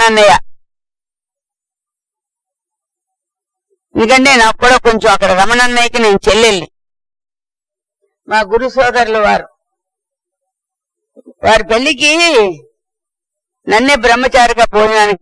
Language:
Telugu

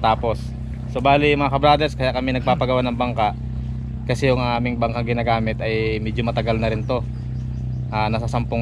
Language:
Filipino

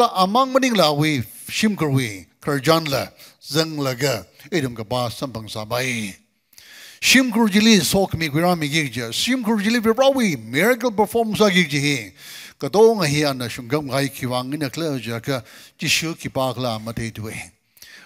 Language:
Tangkhul Naga (India)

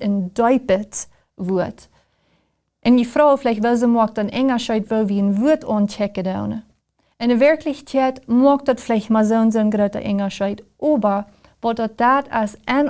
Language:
Plautdietsch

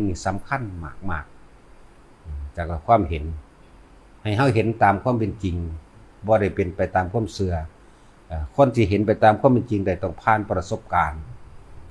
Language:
Northeastern Thai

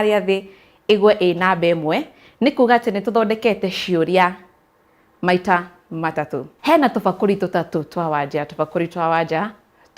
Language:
Kikuyu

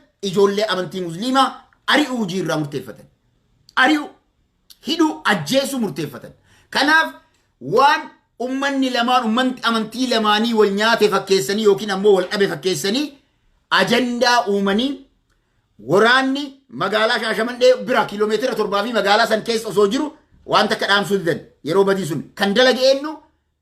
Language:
Oromo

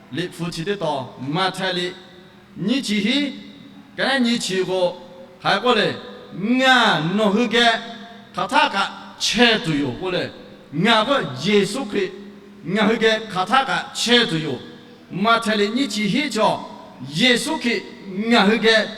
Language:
Lahu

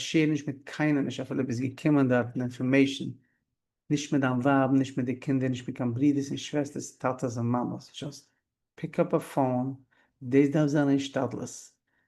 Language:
Yiddish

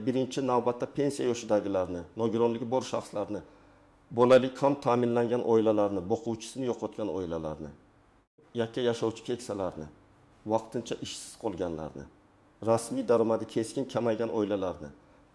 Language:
Uzbek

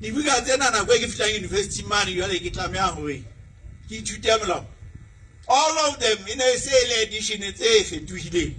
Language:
Southern Sotho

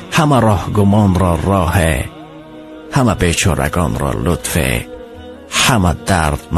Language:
Tajik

